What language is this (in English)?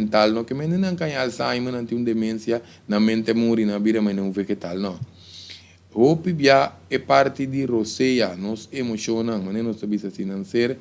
Papiamento